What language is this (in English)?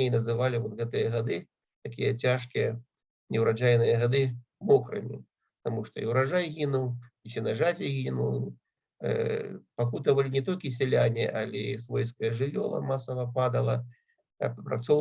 Belarusian